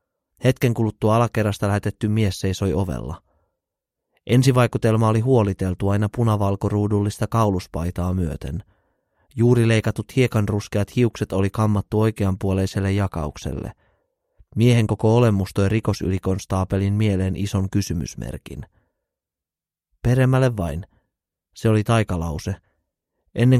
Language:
Finnish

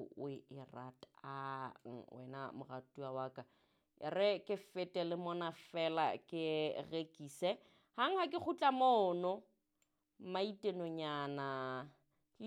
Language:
Southern Sotho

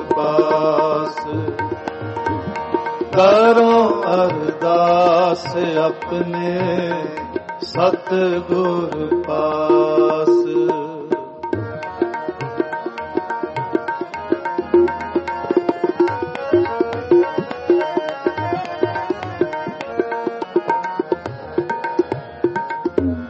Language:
Punjabi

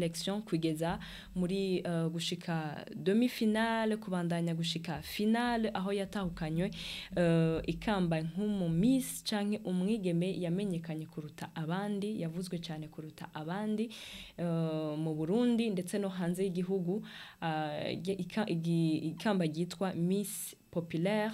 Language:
Rundi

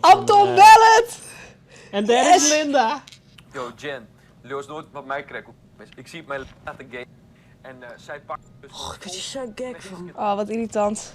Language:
Western Frisian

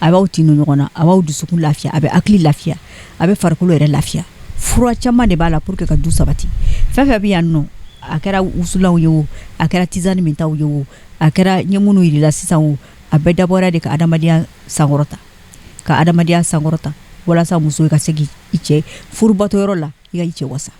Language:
Bambara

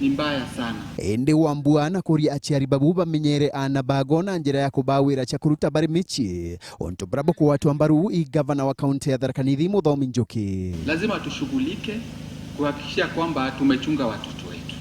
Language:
Meru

